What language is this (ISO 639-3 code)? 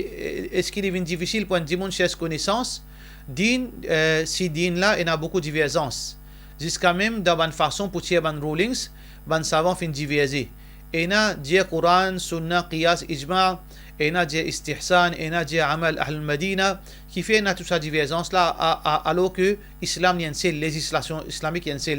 mfe